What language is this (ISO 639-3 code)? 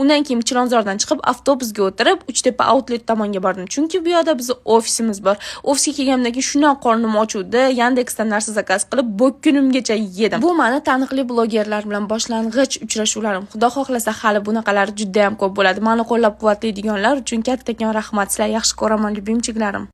uzb